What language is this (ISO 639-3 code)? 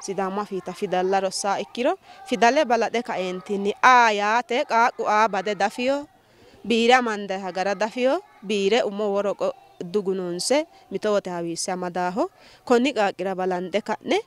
sid